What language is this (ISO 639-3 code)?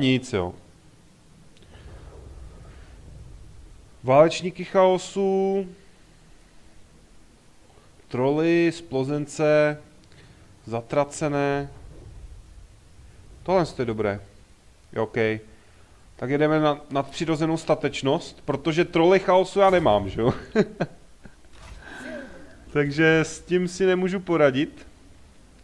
ces